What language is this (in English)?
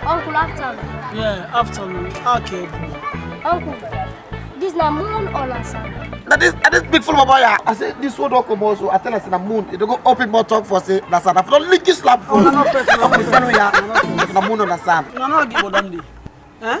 Krio